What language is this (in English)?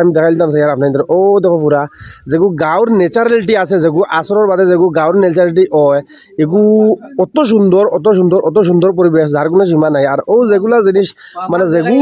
Sylheti